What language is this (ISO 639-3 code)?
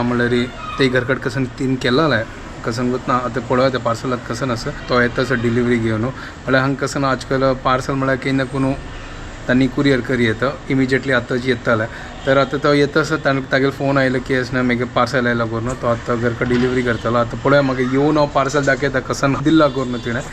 kok